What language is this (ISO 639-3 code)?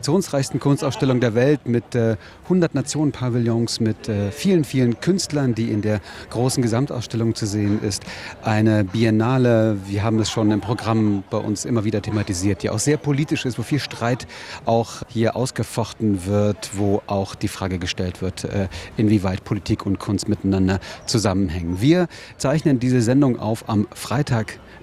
deu